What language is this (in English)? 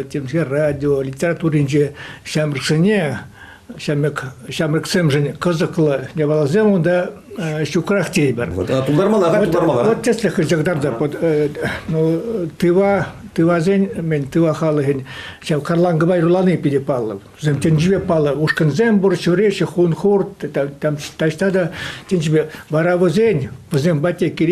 Chuvash